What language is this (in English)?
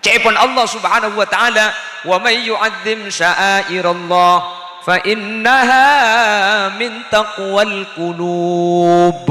Madurese